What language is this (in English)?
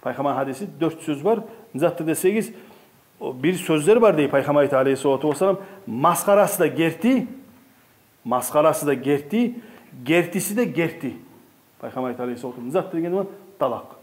Kumyk